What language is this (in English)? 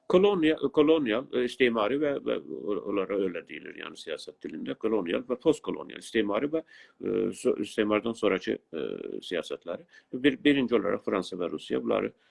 South Azerbaijani